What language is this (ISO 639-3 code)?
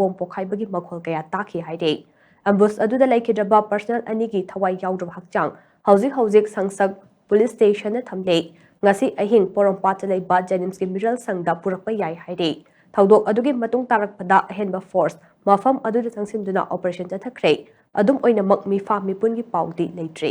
mni